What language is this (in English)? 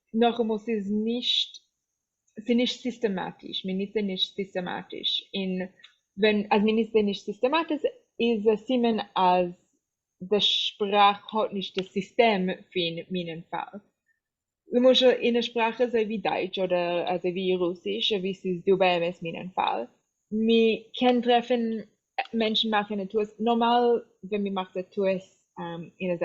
Yiddish